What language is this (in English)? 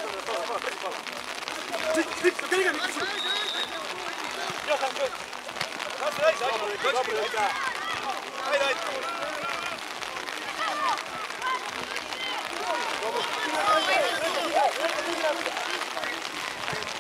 Serbian